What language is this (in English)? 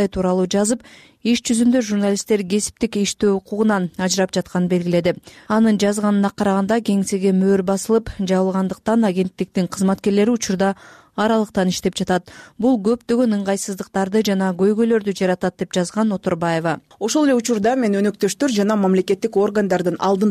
Kyrgyz